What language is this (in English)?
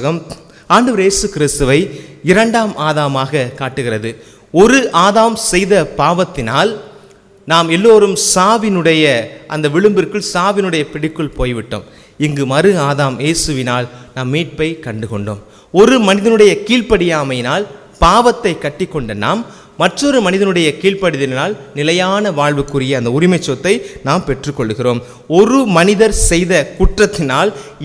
Tamil